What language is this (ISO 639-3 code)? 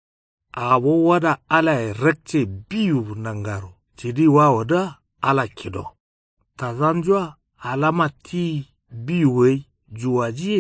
kau